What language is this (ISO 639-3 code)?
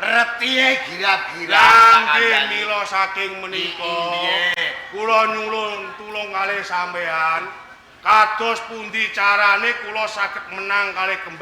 jav